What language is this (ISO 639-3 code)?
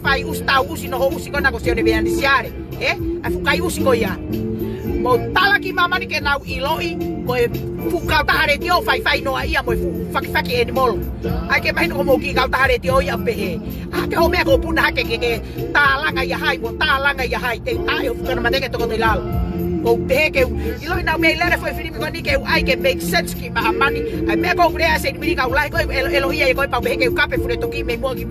ton